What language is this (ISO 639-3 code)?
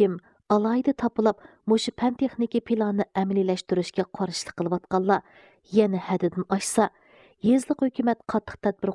uig